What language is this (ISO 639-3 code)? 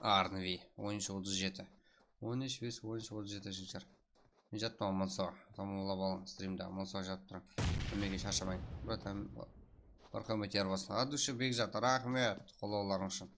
kaa